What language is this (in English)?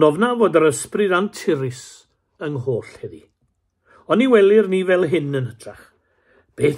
Welsh